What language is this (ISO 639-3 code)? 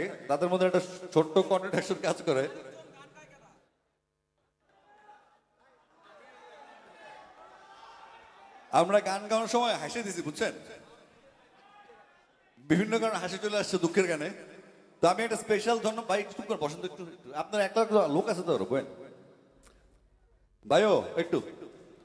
ben